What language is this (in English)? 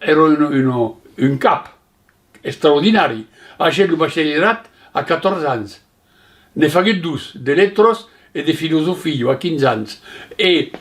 Occitan